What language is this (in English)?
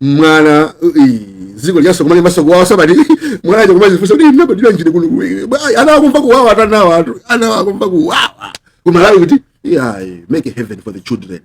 Nyanja